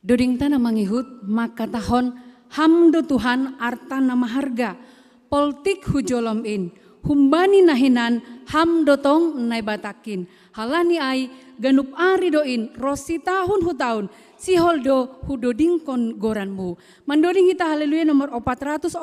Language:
Batak Simalungun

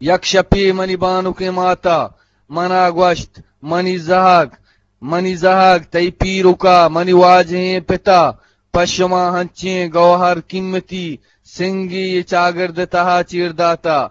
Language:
Eastern Balochi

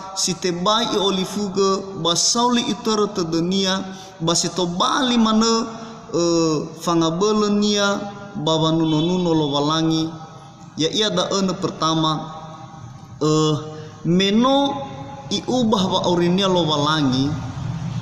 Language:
Nias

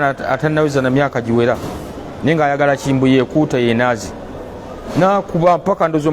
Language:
Ganda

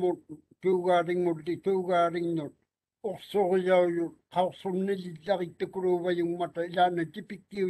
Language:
Māori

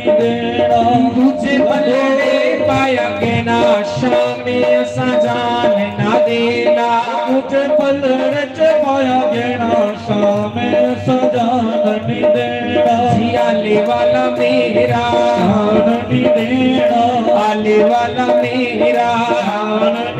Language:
Dogri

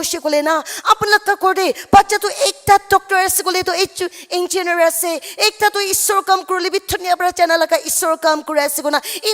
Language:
Naga Pidgin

